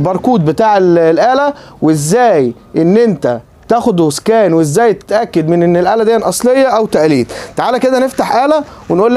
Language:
Egyptian Arabic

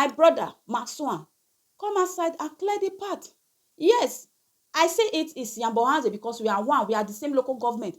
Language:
Nigerian Pidgin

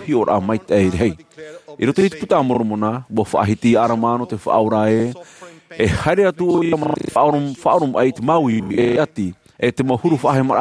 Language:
Tahitian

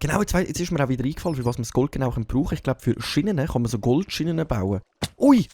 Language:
Swiss German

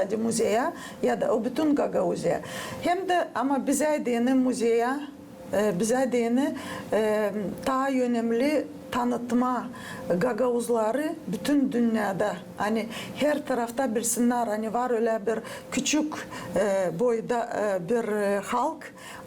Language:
Gagauz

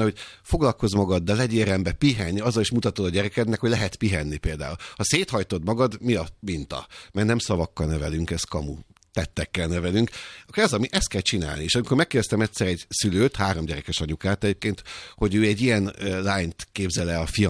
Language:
Hungarian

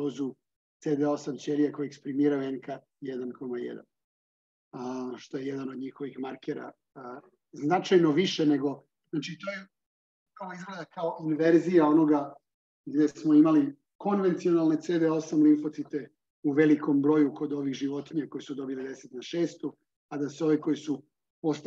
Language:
Serbian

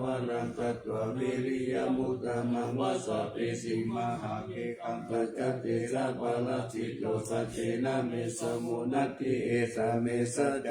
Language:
Pali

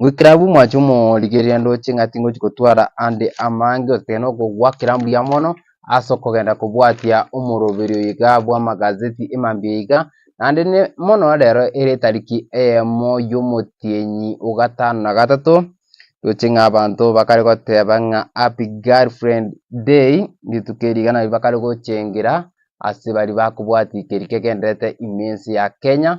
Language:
Gusii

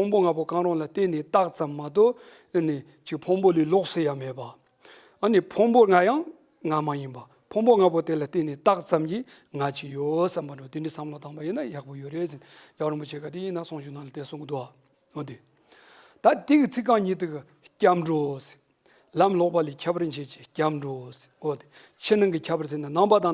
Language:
Tibetan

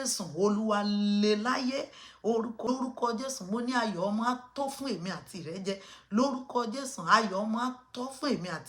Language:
Yoruba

